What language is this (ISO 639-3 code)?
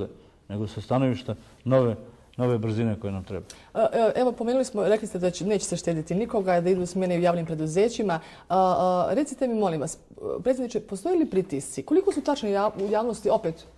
bos